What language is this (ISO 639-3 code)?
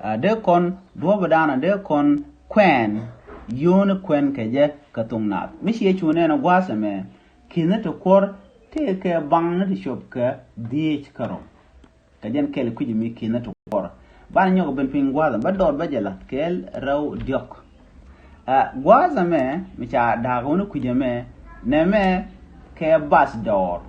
nus